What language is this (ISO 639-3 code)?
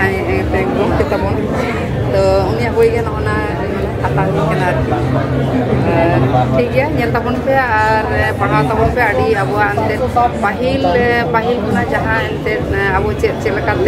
sat